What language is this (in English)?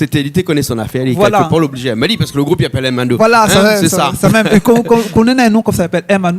Réunion Creole French